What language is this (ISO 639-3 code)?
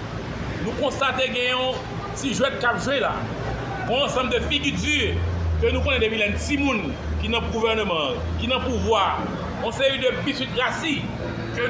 hat